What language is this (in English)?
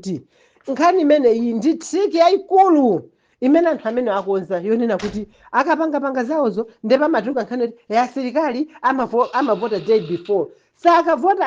Nyanja